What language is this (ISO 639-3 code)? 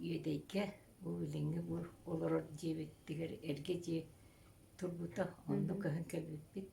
sah